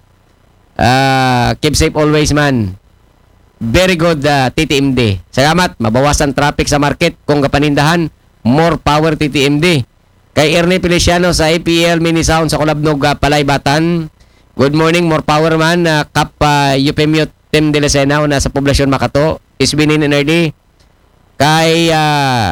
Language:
Aklanon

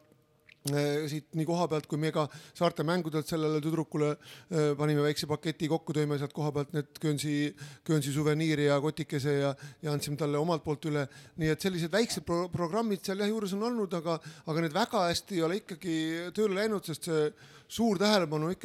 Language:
Estonian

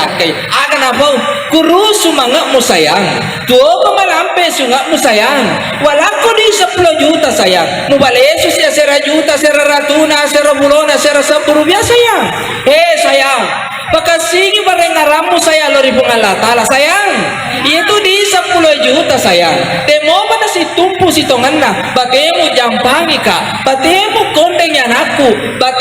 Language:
Buginese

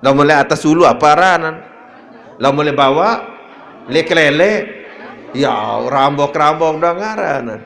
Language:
Sasak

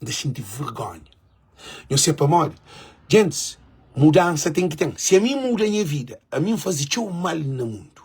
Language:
Kabuverdianu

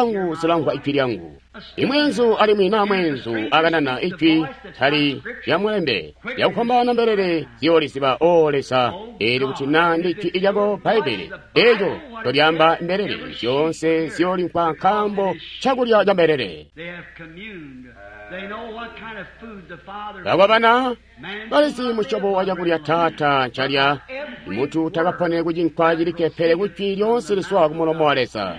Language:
Tonga (Zambia)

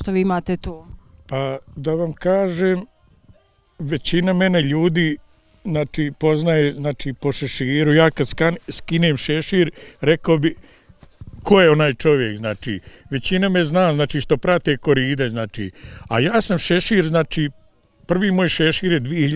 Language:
Bosnian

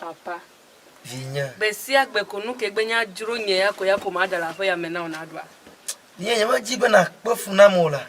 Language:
Ewe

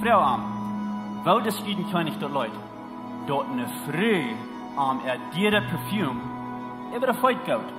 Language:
Plautdietsch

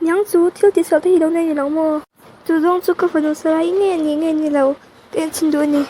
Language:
Mizo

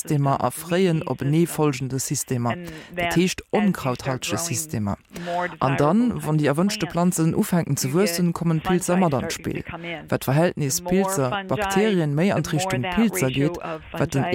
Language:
Luxembourgish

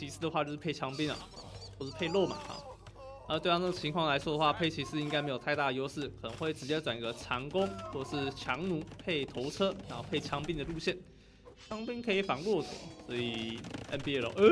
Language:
Chinese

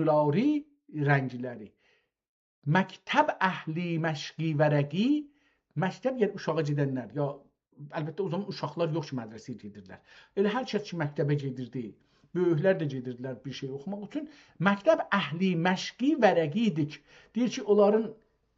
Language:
South Azerbaijani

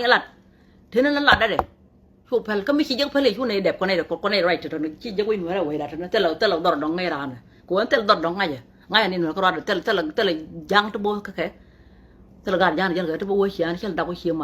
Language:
Nuer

